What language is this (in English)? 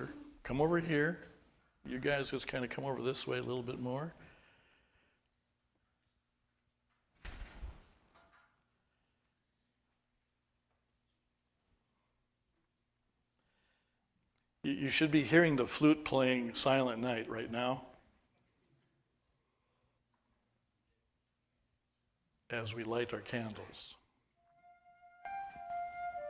English